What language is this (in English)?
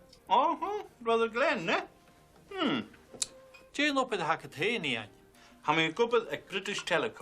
Scottish Gaelic